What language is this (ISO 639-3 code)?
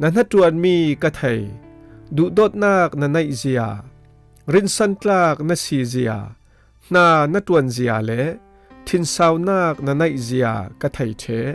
cfm